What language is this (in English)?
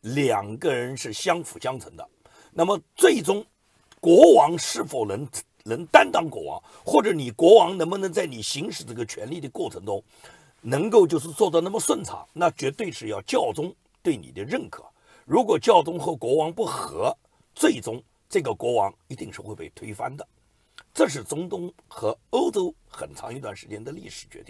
Chinese